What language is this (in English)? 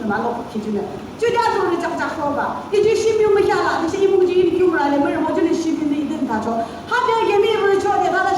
Yimchungru Naga